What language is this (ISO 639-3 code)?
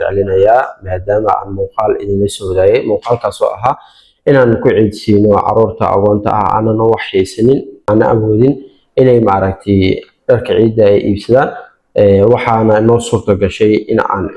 som